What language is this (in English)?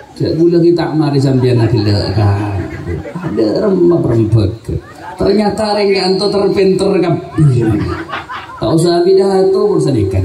Madurese